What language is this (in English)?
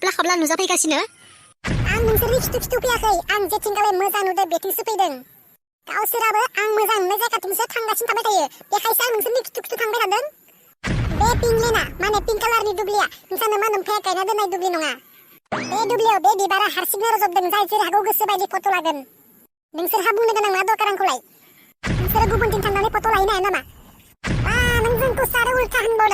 Bodo